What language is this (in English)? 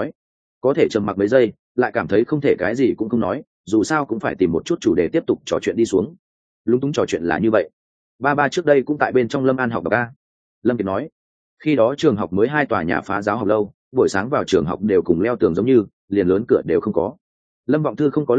Vietnamese